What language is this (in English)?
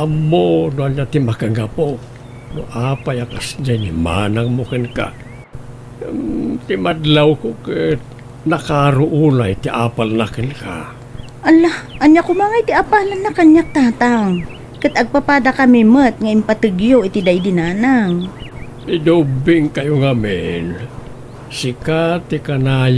Iloko